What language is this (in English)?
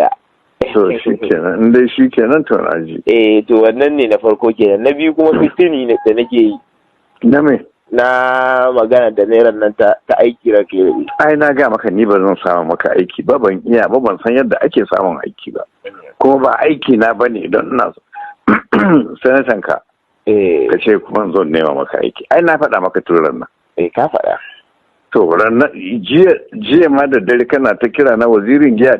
Hausa